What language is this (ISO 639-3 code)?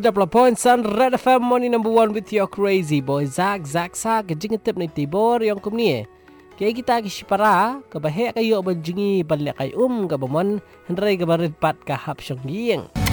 msa